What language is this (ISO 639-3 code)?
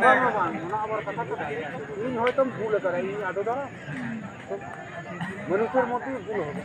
sat